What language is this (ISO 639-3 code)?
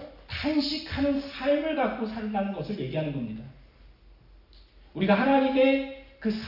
kor